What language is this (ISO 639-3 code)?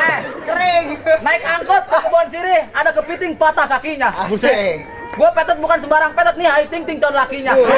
bew